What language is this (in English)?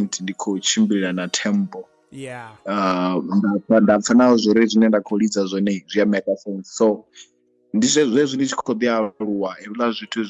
Venda